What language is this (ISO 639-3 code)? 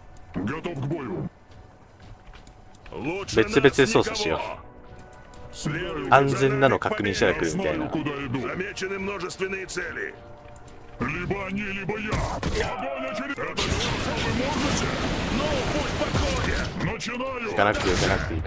jpn